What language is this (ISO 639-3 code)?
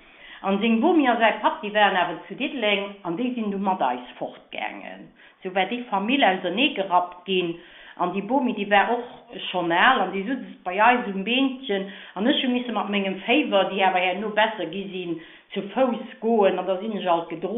ltz